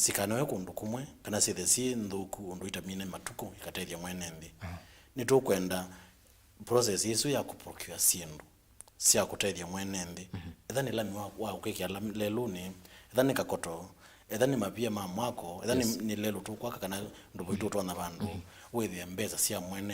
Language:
Kamba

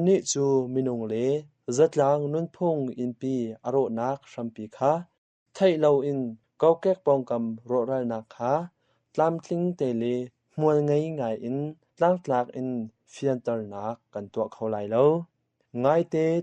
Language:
Hakha Chin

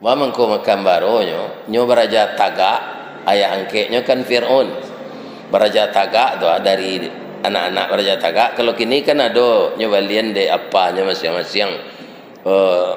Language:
Minangkabau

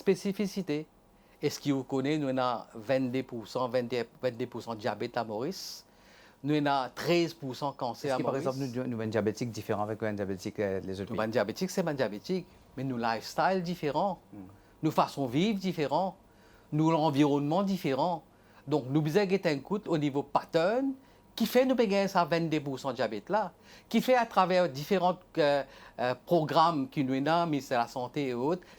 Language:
Morisyen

